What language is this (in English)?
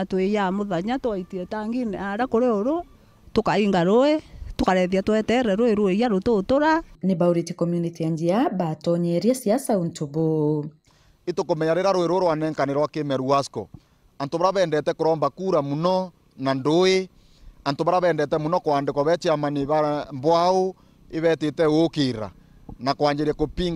Meru